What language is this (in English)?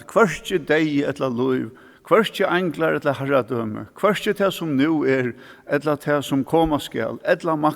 Faroese